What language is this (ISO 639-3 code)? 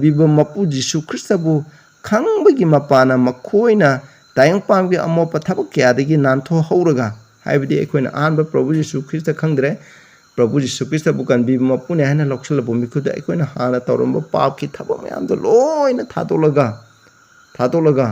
mni